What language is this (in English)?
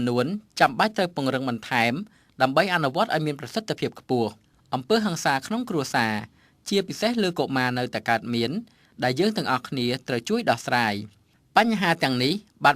Khmer